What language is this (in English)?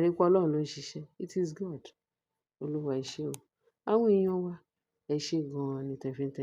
Yoruba